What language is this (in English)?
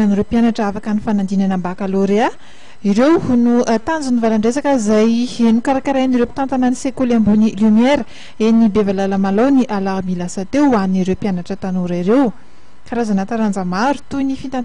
Malagasy